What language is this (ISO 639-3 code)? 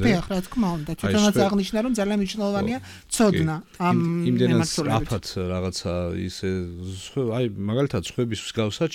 kat